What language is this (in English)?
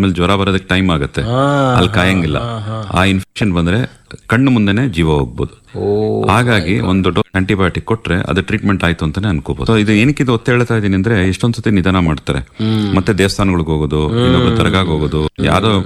Kannada